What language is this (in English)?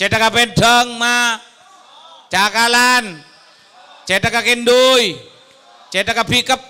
Madurese